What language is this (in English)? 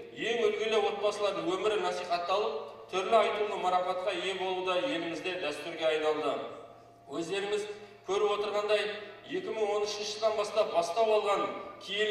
Kazakh